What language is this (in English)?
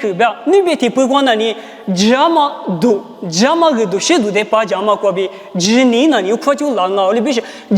Lisu